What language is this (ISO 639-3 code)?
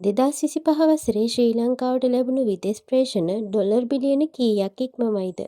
sin